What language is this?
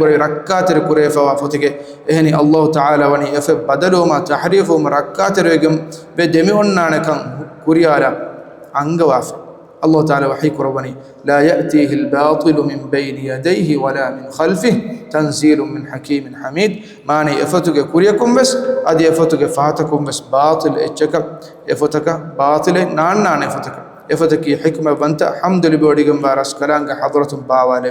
Divehi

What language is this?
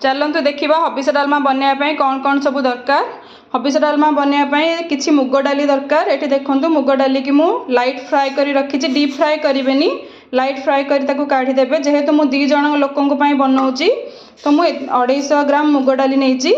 Odia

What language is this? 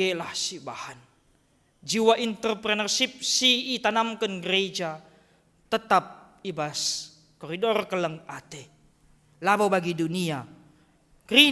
Batak Karo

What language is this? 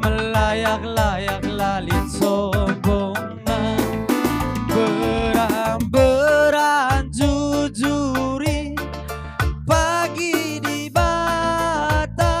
Batak Karo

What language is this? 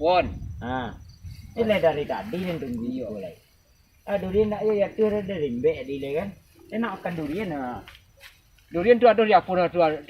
Minangkabau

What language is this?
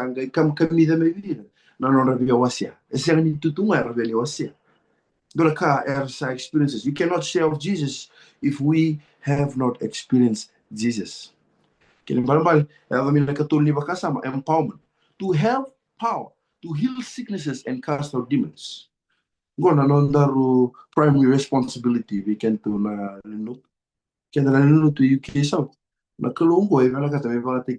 Fijian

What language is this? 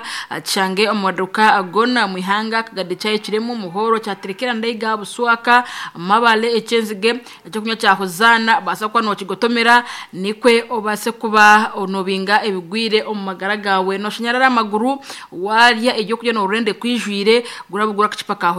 Nyankole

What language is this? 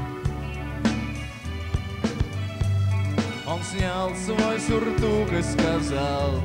Russian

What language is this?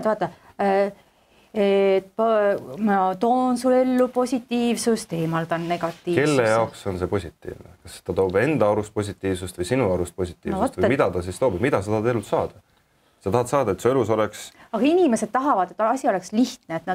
Estonian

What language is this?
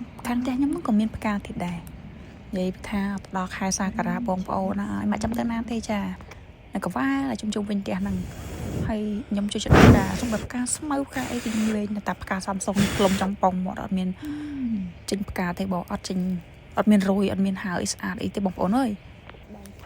Khmer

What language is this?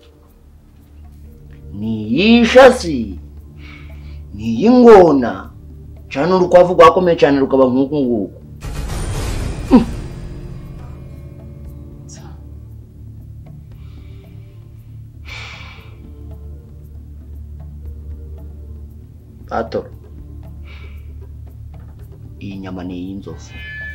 Kinyarwanda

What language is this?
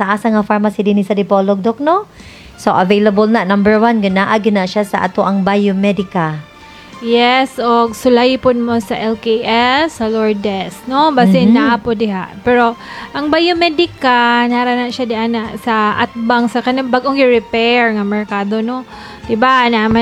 Cebuano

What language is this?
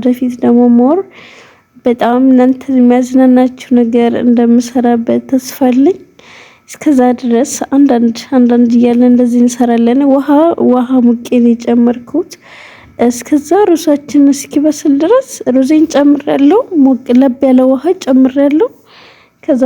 Amharic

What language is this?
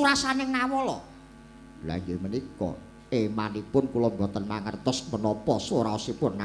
Javanese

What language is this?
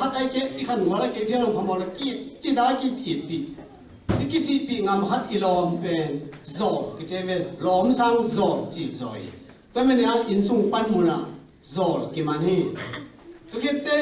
Tedim Chin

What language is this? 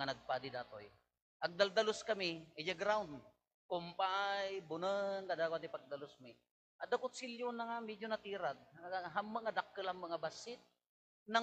Iloko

